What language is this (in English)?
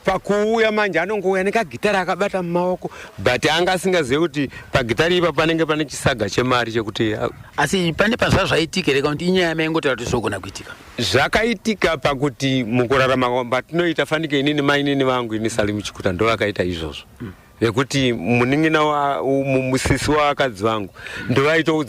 Shona